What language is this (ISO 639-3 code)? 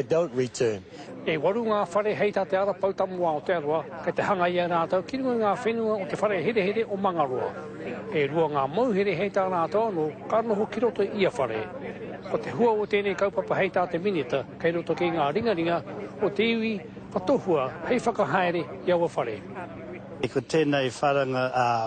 mri